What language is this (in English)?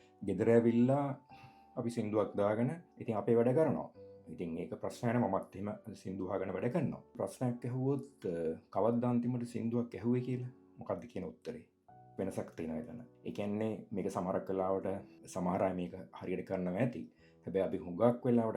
Sinhala